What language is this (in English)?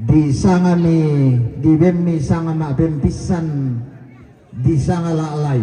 Toraja-Sa'dan